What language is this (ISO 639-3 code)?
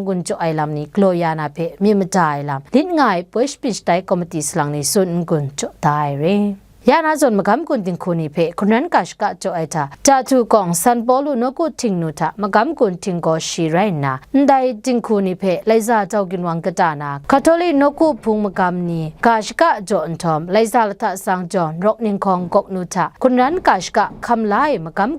kac